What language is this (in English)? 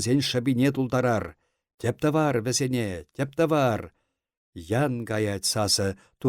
Chuvash